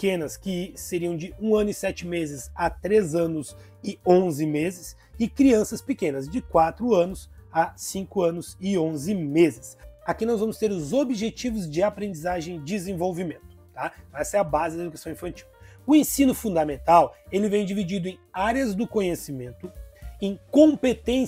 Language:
Portuguese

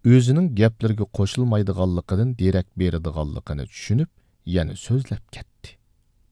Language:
Uyghur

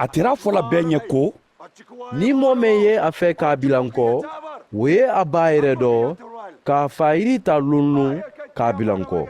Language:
Mandingo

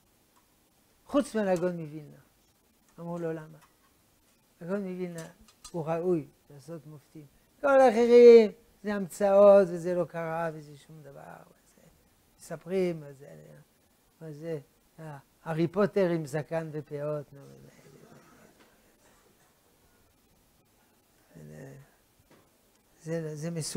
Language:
Hebrew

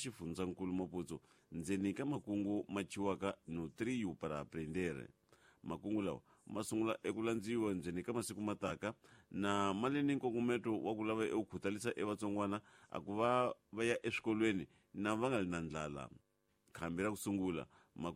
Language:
Tsonga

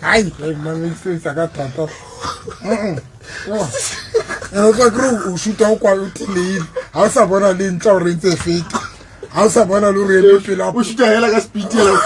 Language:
Southern Sotho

